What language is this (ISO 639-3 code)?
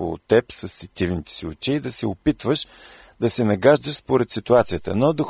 bul